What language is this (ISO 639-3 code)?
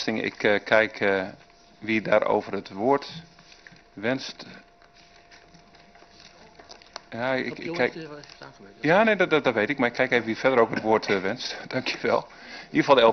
nld